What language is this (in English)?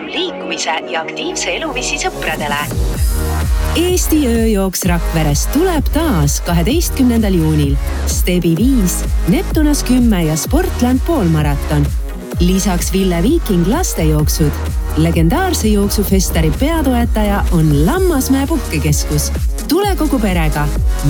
Estonian